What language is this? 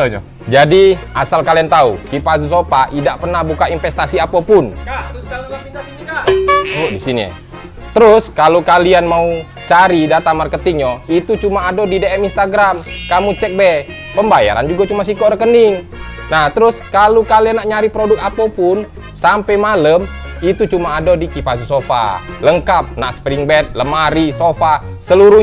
Musi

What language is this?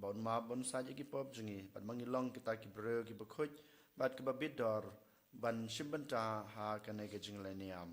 Khasi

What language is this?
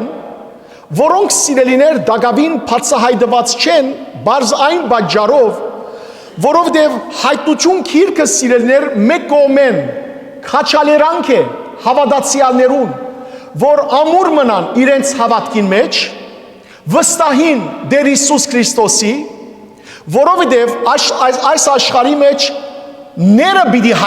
Western Armenian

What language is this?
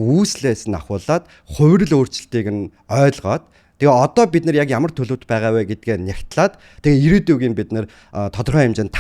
Mongolian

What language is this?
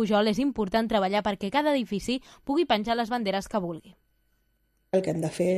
Catalan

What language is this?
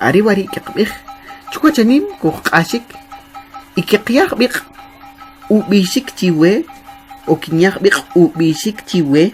Kʼicheʼ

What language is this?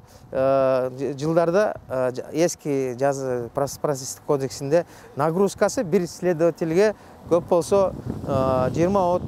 Kyrgyz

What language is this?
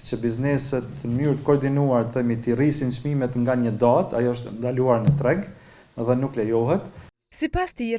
Albanian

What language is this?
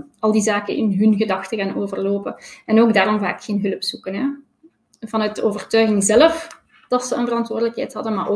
Dutch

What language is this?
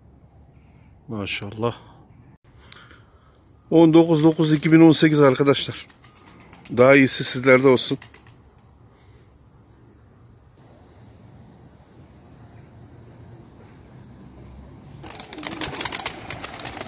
Turkish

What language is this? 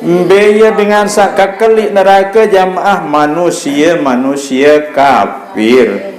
Sasak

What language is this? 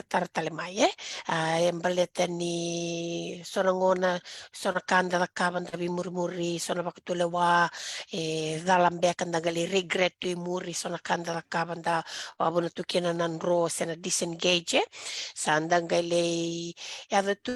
Fijian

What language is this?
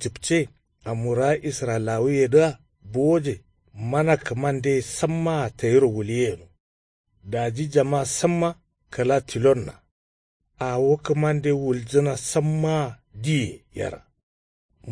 Kanuri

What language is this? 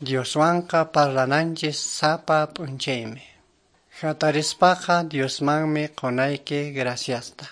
Quechua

